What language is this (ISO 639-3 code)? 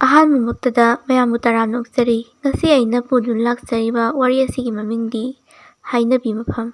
mni